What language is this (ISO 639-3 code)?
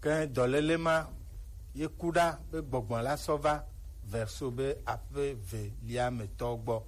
gej